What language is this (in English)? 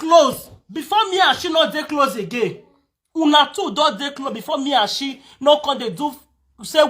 Nigerian Pidgin